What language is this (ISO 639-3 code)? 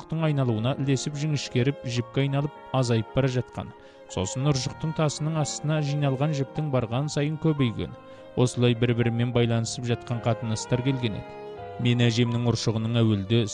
kaz